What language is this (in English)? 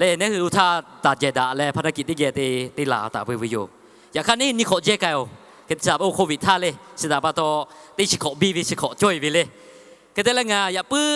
Lahu